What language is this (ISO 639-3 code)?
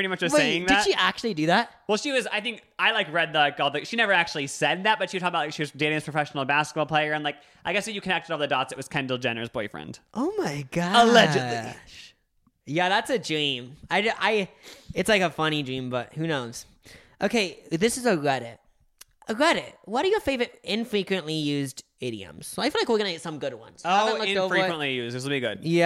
eng